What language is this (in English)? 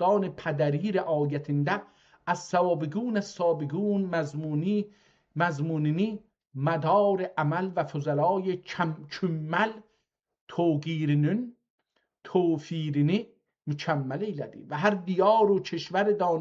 South Azerbaijani